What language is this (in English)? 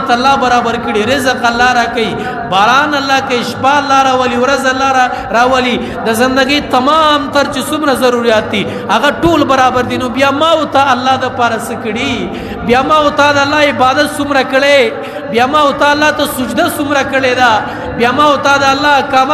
Pashto